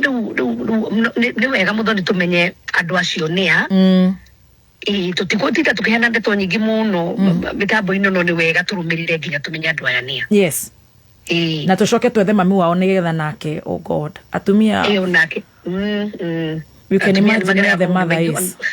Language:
Kikuyu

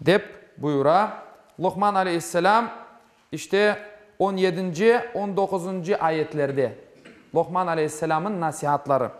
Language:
Crimean Tatar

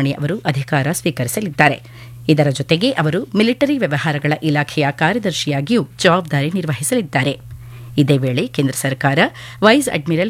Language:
Kannada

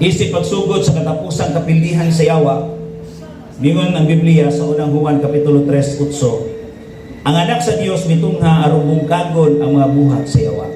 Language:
Cebuano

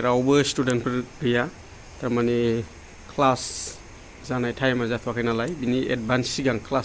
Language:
Bodo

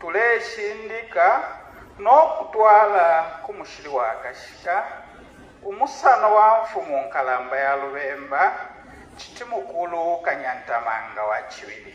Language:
Bemba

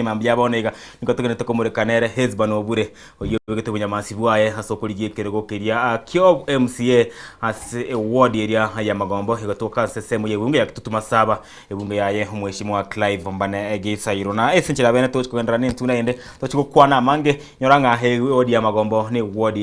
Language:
Gusii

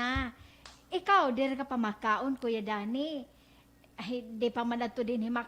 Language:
Waray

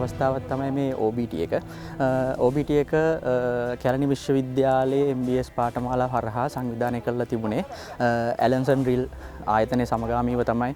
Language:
Sinhala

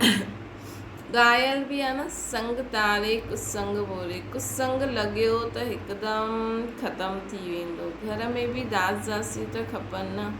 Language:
Sindhi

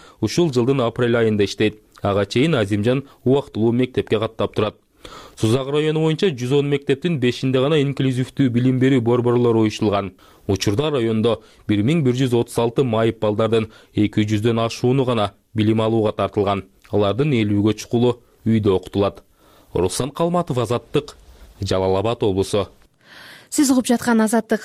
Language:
Kyrgyz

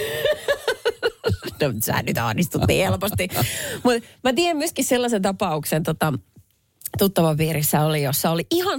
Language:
Finnish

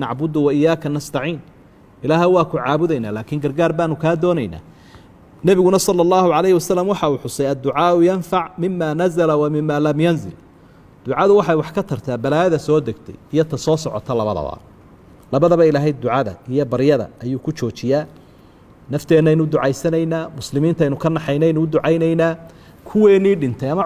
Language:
Somali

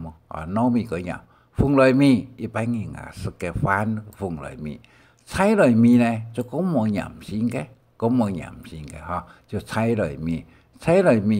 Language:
Hakka Chinese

